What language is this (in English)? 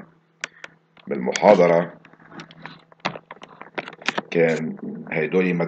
North Levantine Arabic